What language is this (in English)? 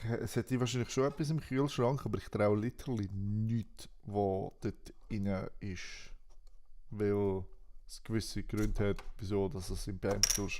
Swiss German